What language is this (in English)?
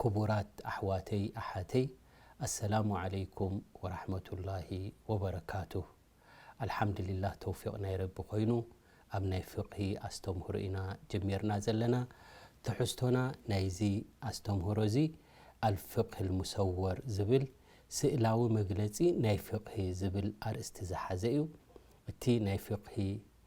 Tigrinya